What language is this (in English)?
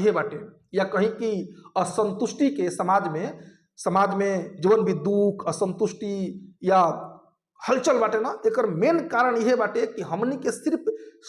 Bhojpuri